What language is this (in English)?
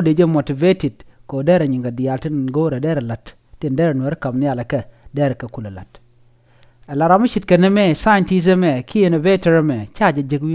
Nuer